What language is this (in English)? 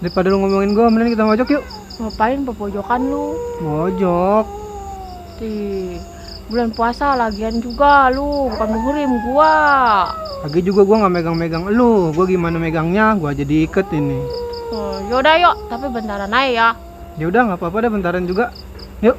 Betawi